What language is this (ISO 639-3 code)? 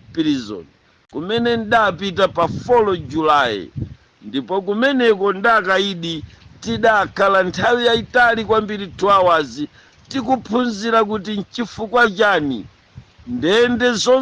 nya